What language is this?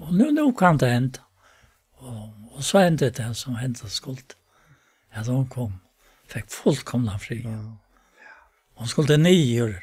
Faroese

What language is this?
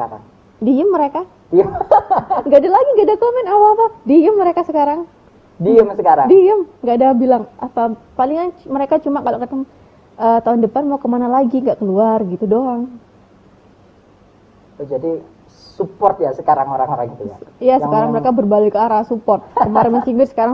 Indonesian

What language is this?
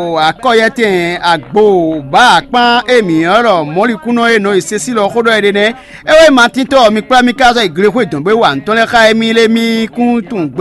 Fon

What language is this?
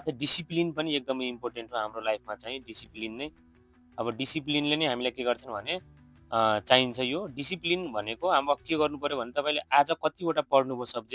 Nepali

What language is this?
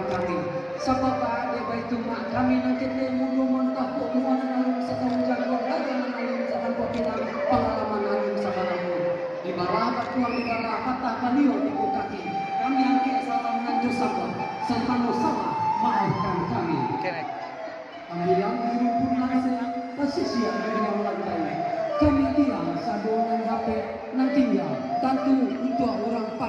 Minangkabau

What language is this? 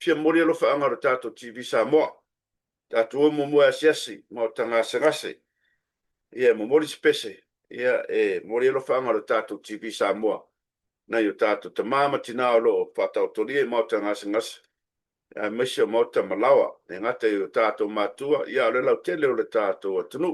Samoan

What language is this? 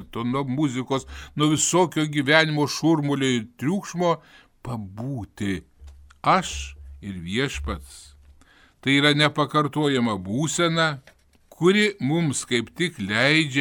Lithuanian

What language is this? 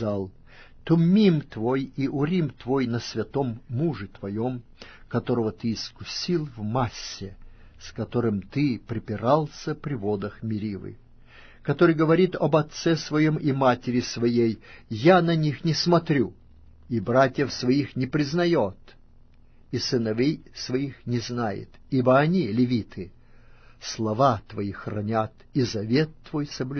Russian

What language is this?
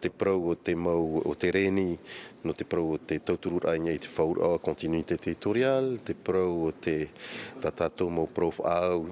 Tahitian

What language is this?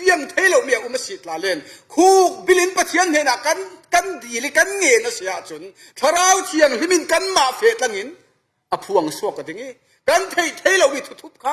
Falam Chin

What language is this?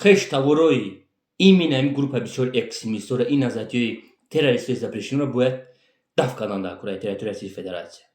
Tajik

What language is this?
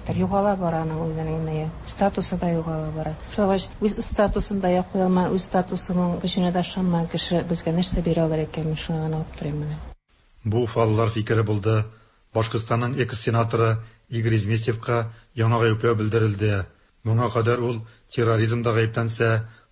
Tatar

